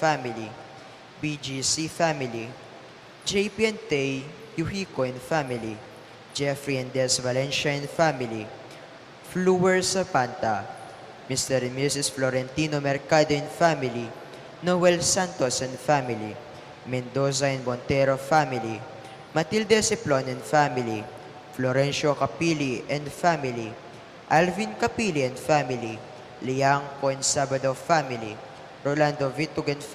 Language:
Pampanga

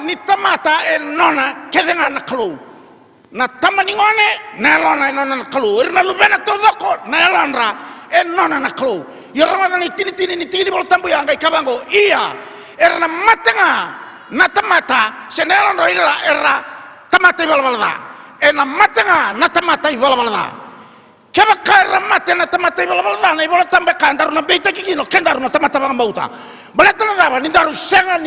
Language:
Fijian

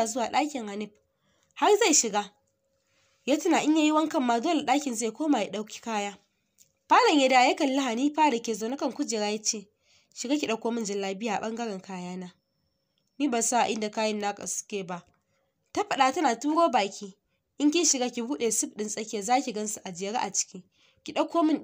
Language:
Hausa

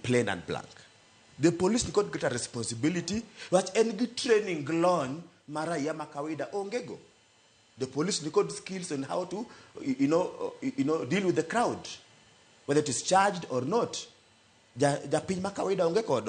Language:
Luo (Kenya and Tanzania)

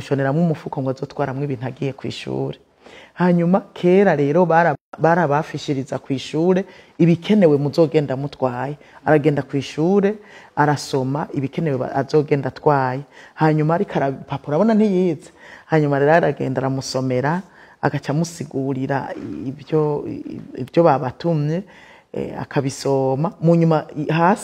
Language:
Rundi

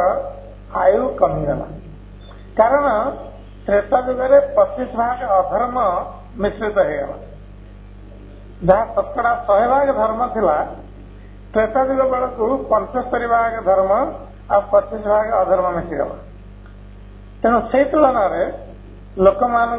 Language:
Odia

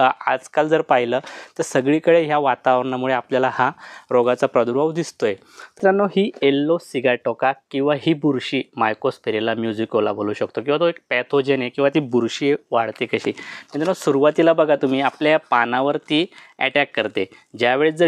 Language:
Marathi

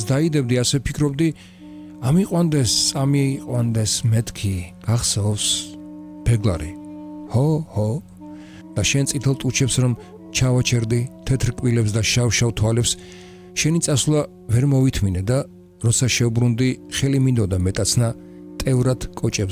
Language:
Georgian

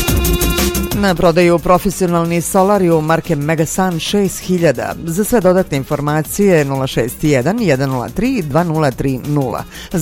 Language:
Serbian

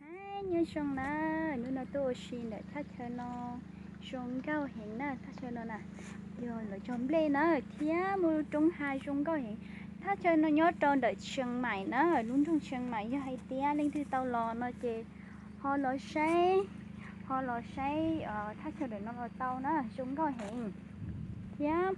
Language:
Hmong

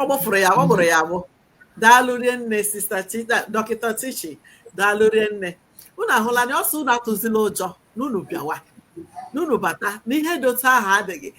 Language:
Igbo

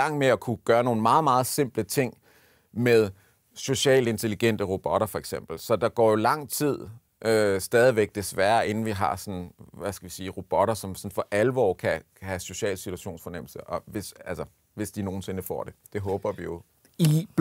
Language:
Danish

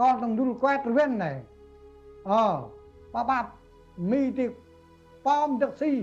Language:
Central Mnong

